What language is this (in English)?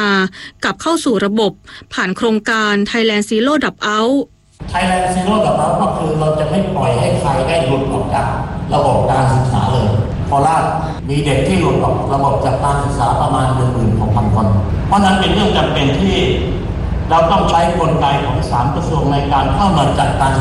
Thai